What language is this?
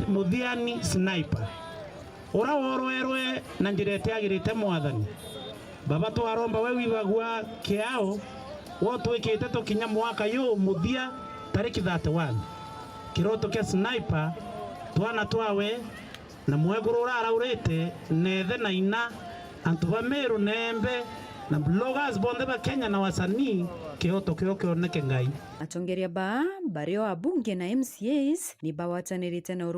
Meru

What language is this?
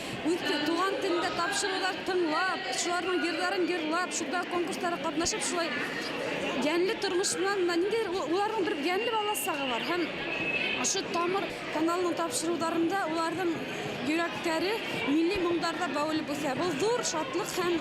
Bashkir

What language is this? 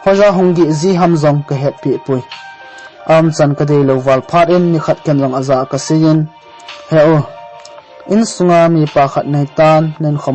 Thado Chin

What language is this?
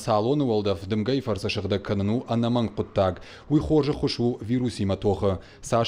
Ossetic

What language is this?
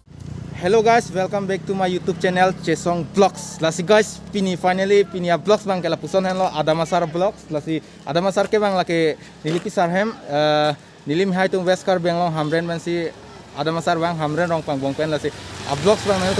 Karbi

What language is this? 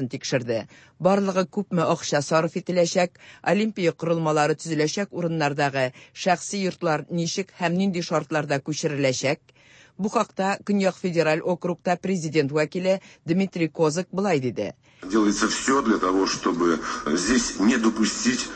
Tatar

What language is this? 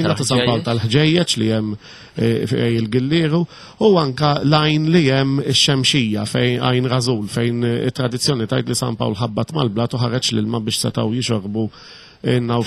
Maltese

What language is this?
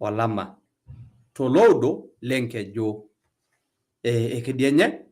Masai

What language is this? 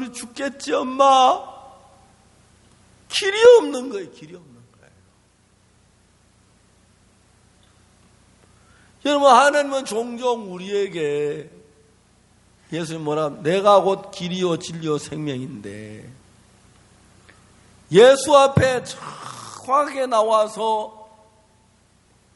Korean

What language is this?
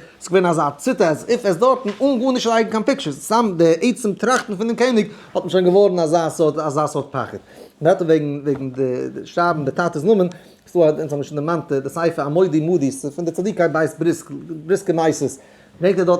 Yiddish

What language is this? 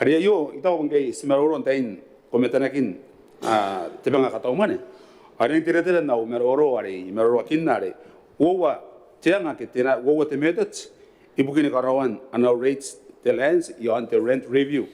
Gilbertese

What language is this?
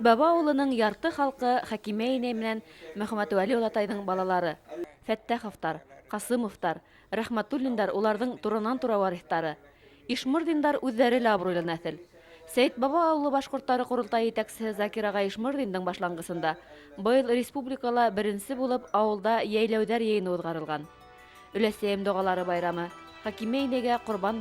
Bashkir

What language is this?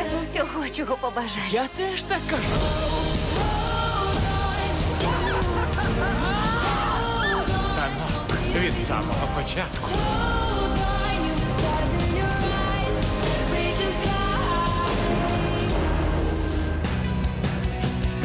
Ukrainian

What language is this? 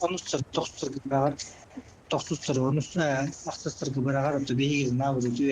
Yakut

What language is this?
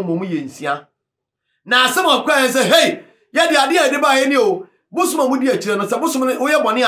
Akan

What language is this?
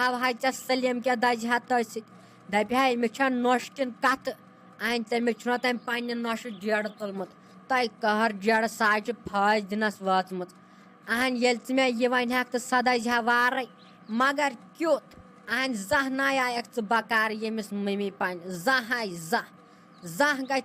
Kashmiri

